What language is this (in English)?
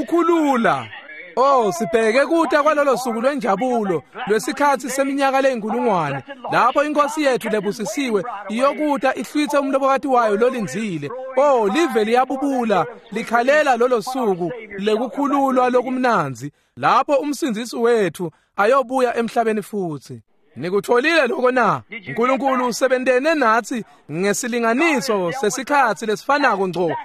Swati